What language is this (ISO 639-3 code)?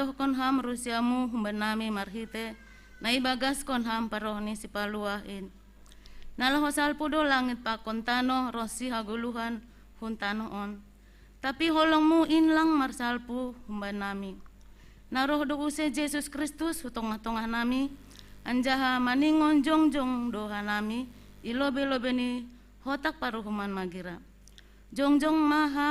bts